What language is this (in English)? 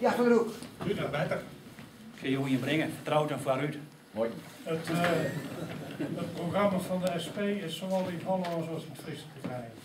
Western Frisian